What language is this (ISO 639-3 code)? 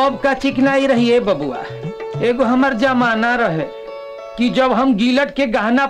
bho